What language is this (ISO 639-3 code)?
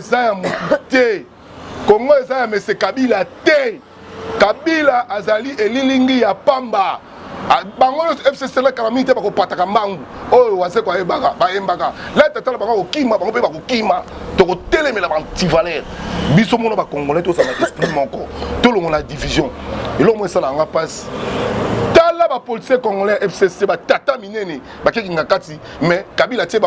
lin